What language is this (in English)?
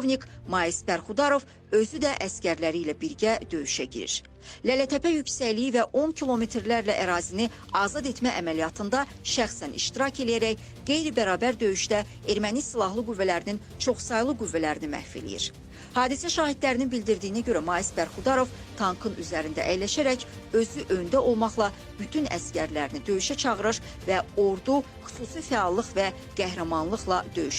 Azerbaijani